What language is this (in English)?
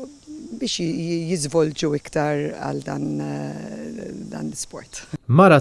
Maltese